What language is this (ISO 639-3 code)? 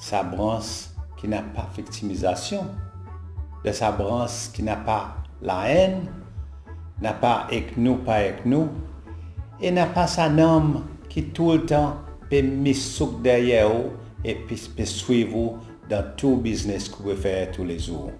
crs